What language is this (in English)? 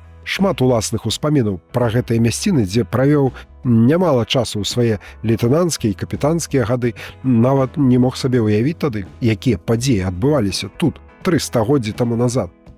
Belarusian